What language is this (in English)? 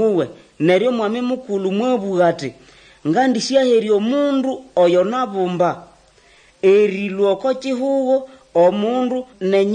Nande